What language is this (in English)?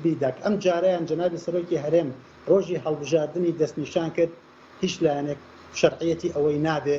Central Kurdish